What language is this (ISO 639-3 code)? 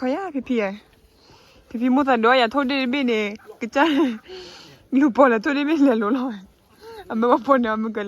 ksw